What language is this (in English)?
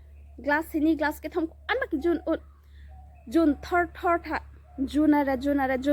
Karbi